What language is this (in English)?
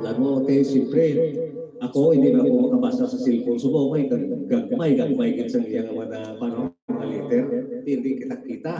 Hiligaynon